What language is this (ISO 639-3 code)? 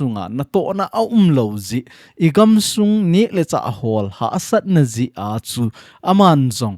tcz